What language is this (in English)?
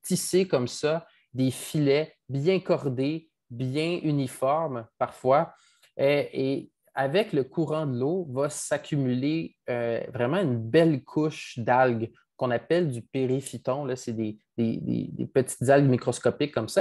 French